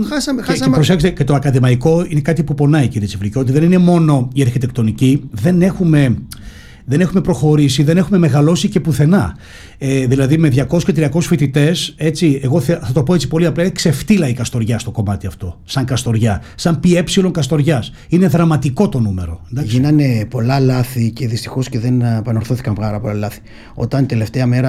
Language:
Greek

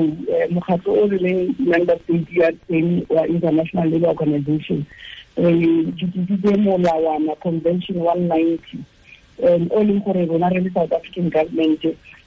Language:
Tswana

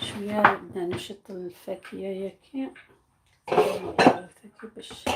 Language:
Algerian Arabic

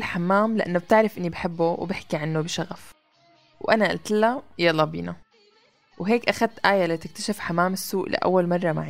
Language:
North Levantine Arabic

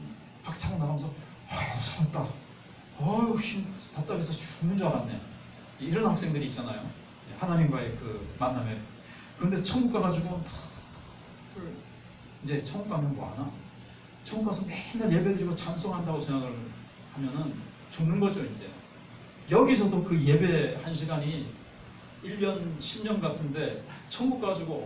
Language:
Korean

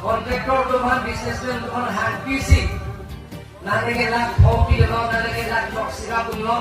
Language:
Karbi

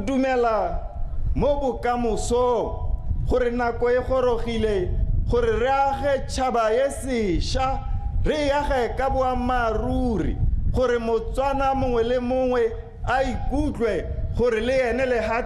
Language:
Tswana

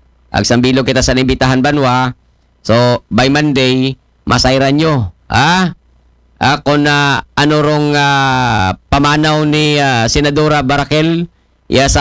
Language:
Aklanon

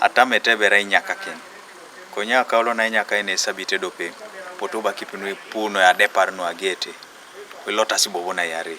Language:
Teso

